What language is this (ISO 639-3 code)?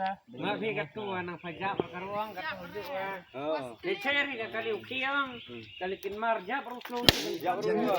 kha